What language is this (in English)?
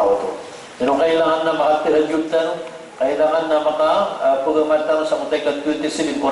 Maranao